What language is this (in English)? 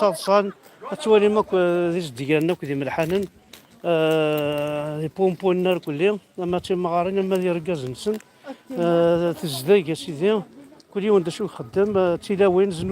Kabyle